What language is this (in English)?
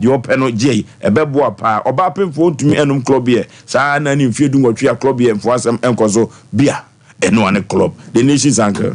Akan